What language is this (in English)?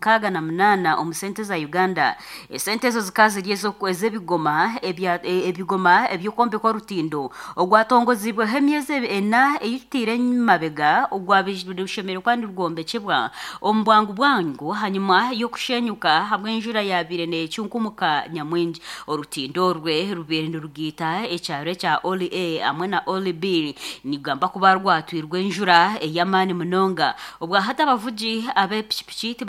Nyankole